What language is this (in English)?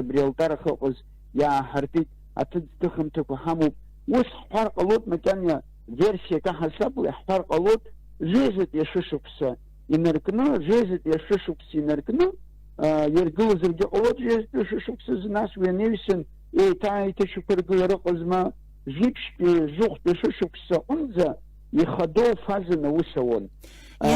Abkhazian